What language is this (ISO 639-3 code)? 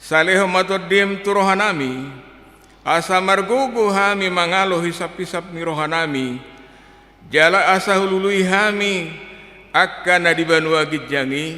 bbc